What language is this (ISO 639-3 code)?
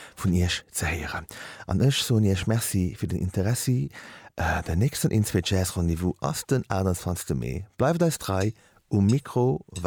ltz